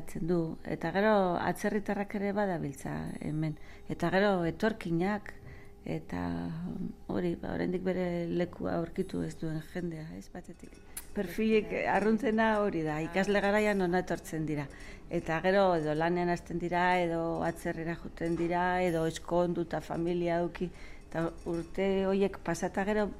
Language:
Basque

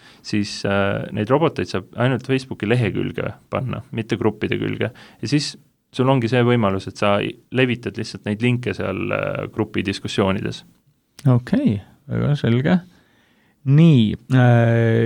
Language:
Estonian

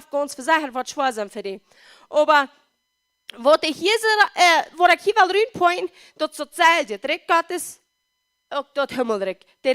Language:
Plautdietsch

